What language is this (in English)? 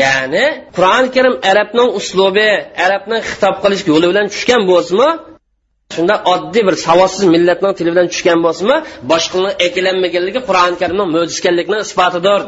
Uyghur